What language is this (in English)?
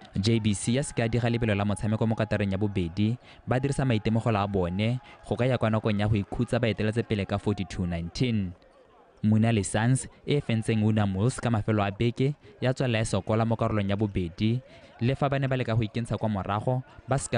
Tswana